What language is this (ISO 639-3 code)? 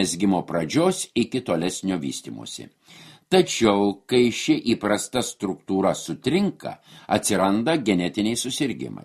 lit